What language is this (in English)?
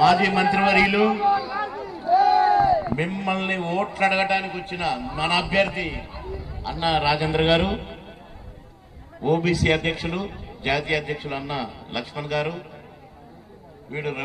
Telugu